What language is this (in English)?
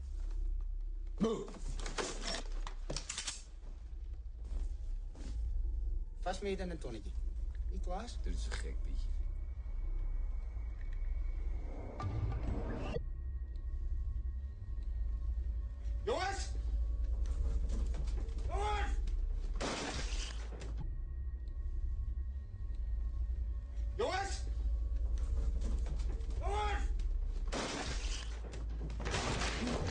Dutch